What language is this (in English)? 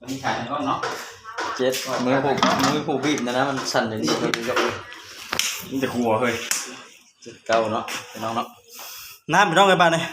Northeastern Thai